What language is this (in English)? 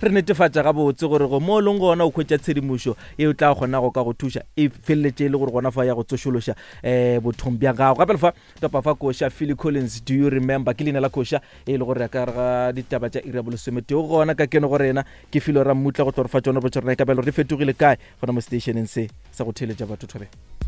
Northern Sotho